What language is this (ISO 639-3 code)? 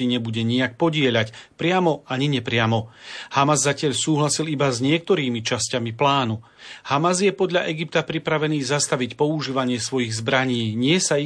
slk